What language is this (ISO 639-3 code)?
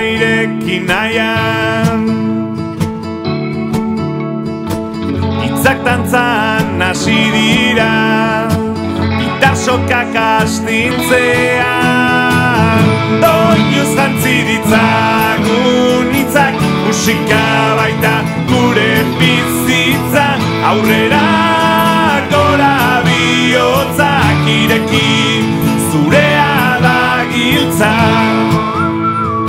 eus